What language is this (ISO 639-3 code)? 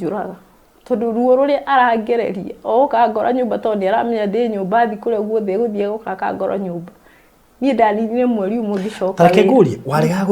kik